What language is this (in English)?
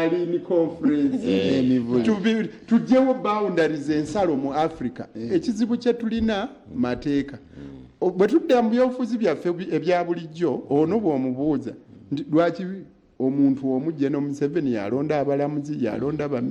Ganda